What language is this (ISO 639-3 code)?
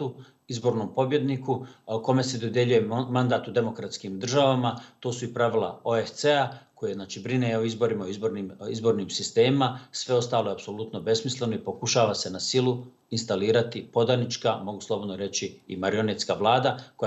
bos